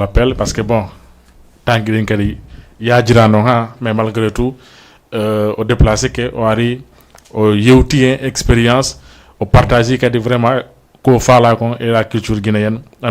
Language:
Fula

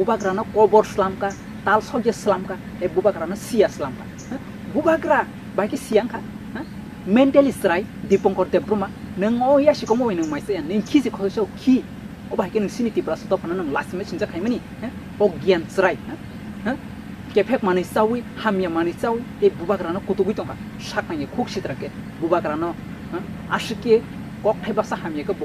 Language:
Kok Borok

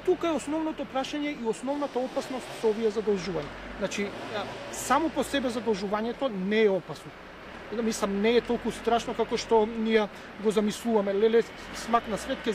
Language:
Macedonian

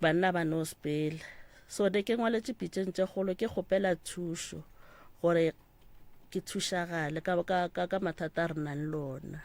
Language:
Northern Sotho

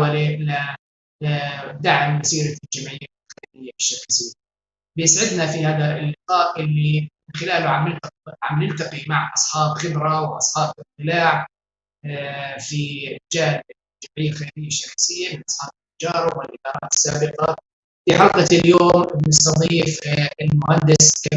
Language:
North Levantine Arabic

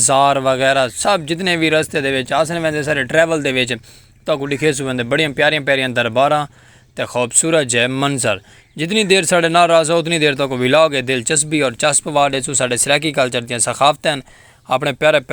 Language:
Saraiki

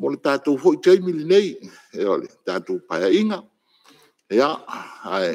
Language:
Samoan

